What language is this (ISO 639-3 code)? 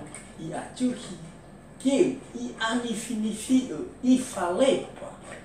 nia